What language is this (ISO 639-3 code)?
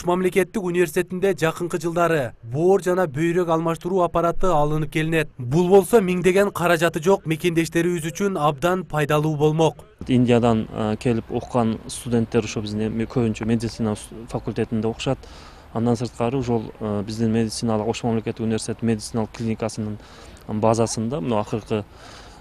kir